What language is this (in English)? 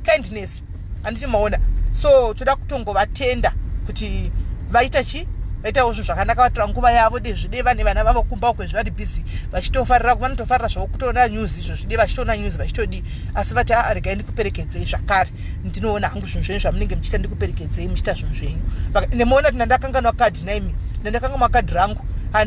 Shona